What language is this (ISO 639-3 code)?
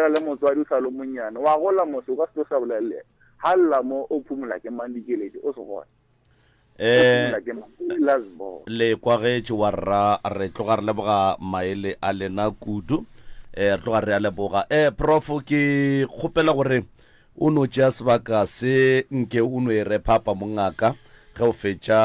nso